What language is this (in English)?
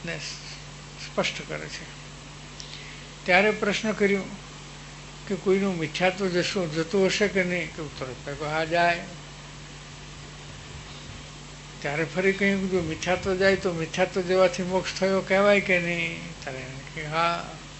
Gujarati